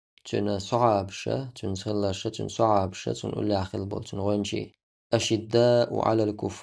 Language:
Chechen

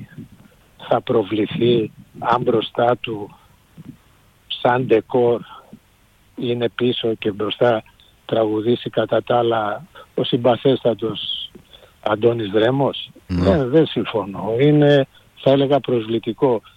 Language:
Greek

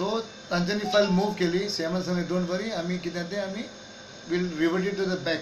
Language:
Konkani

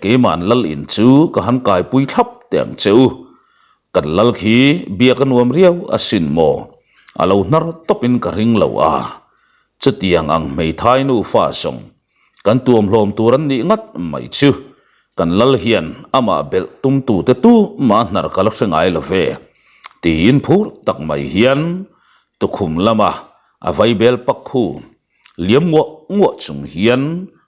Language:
Mizo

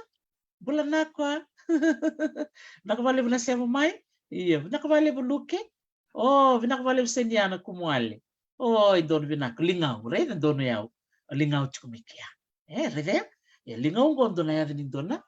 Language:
Fijian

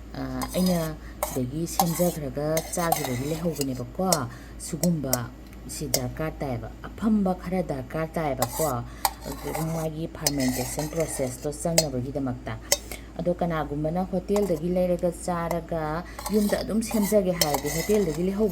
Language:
Manipuri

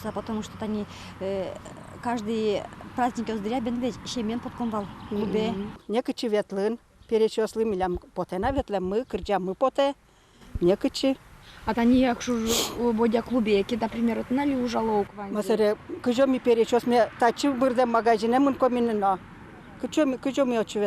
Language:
Udmurt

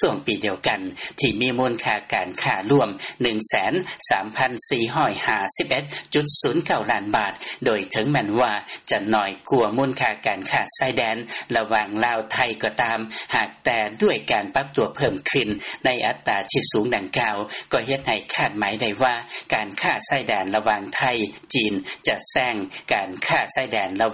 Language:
Lao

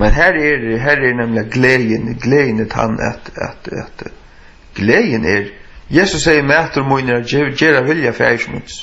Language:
Faroese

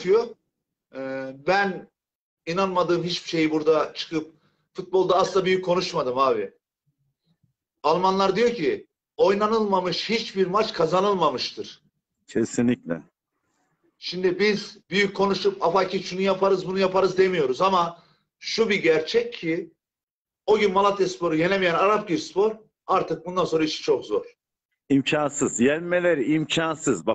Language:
Turkish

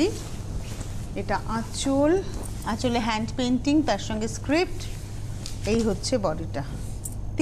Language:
Bangla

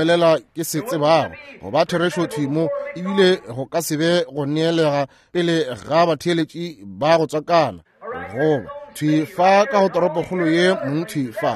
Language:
Northern Sotho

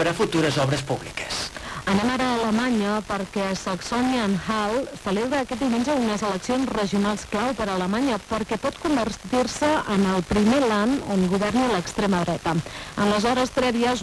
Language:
Catalan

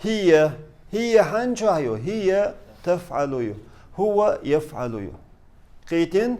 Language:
Chechen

